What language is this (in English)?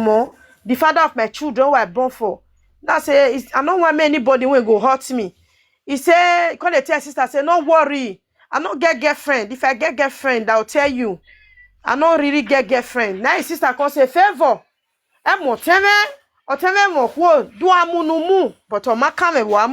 Nigerian Pidgin